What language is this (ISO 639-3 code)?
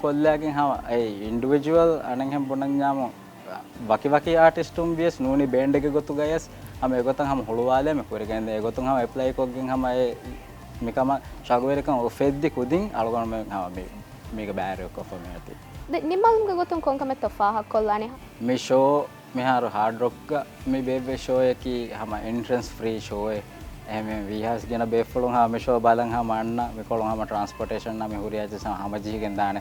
div